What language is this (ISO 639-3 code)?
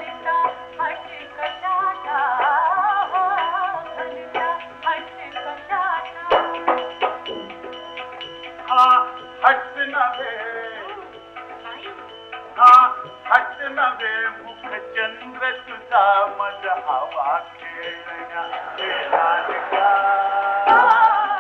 mar